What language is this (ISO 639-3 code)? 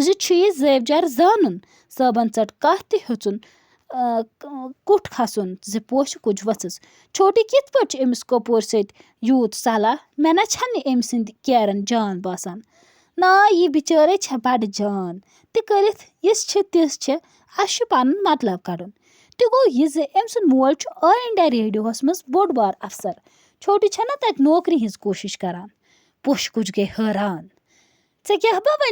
kas